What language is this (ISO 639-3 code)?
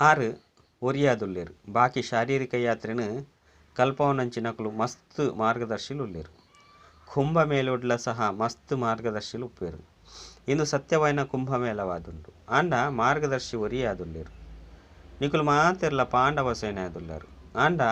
tcy